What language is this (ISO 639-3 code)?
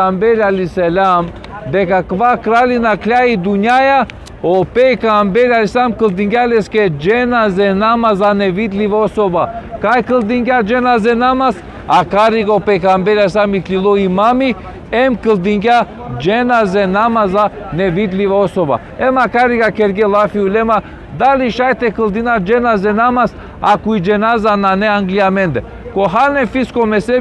rmn